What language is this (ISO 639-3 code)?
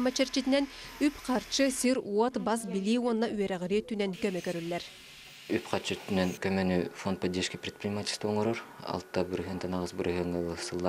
sah